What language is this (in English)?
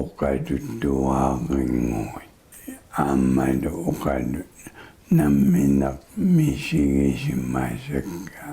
Kalaallisut